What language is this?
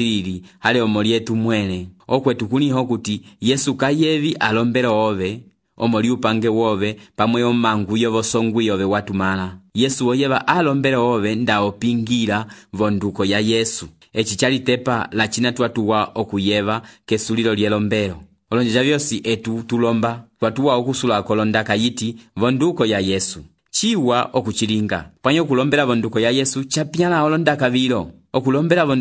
Umbundu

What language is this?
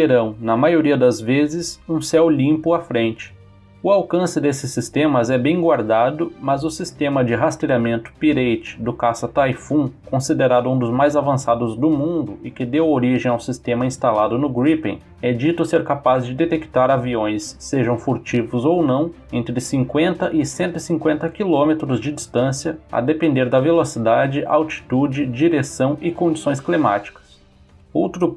Portuguese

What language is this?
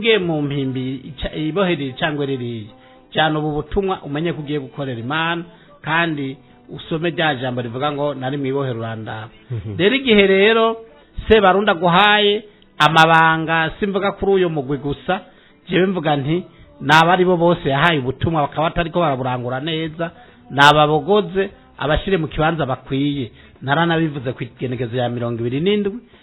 Rundi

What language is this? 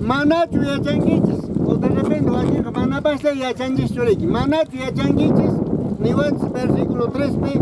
Quechua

